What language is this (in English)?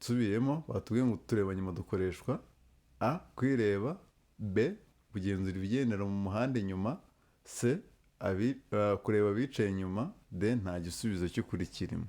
Kinyarwanda